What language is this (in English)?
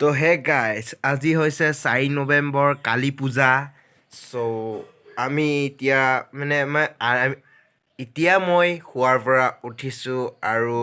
Assamese